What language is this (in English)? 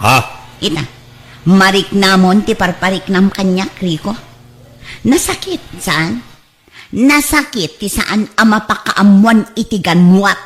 Iloko